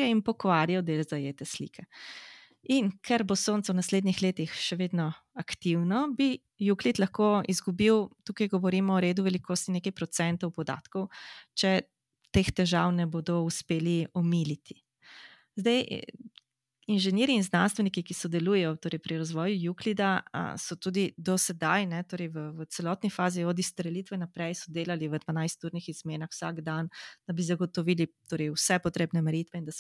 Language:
Slovenian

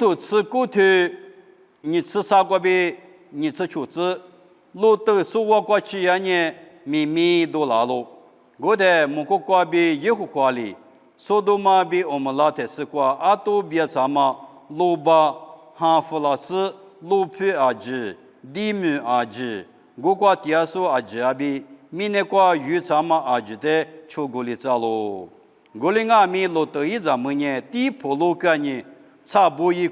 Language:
Lisu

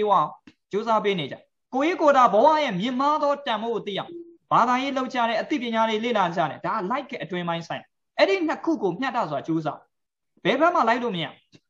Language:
Burmese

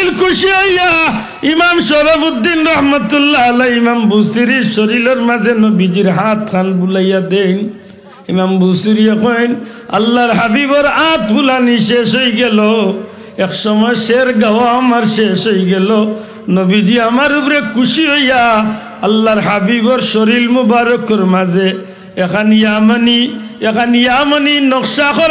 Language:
Sylheti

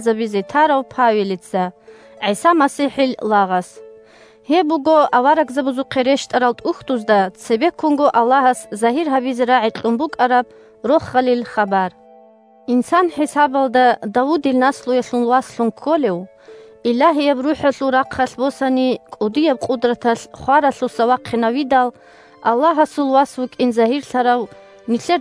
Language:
Avaric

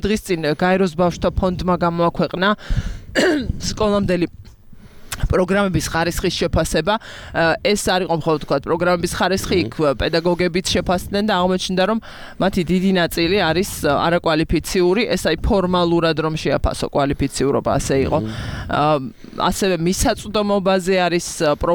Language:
Georgian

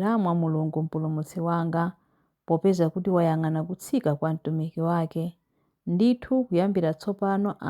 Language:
Nyanja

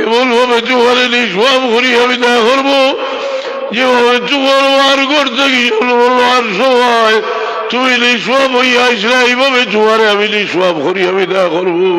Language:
Sylheti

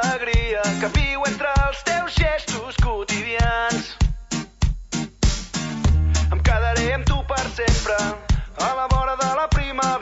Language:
Catalan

